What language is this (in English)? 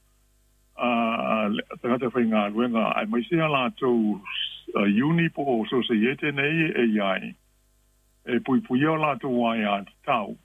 Samoan